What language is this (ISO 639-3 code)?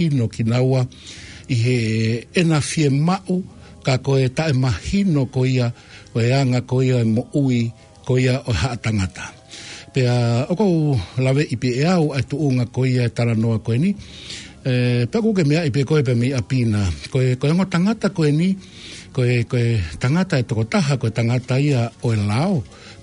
ton